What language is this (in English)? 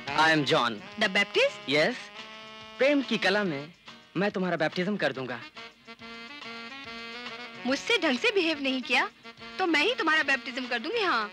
Hindi